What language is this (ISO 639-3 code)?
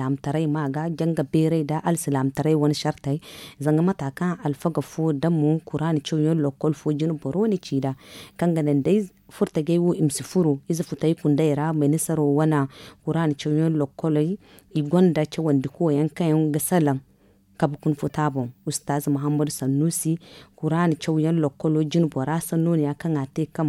dje